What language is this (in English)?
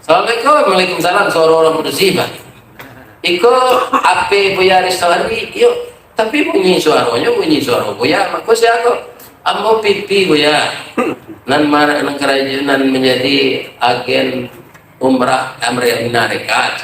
Minangkabau